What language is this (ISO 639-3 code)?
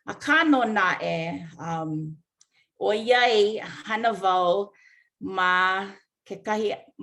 haw